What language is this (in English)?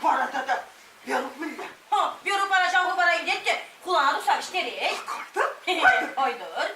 Chuvash